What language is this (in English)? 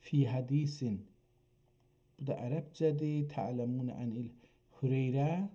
South Azerbaijani